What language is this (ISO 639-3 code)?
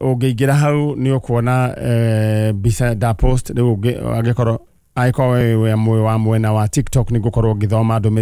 kik